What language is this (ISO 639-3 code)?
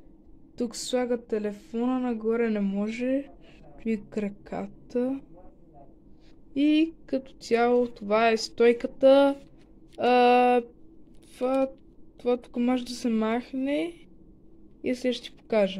bul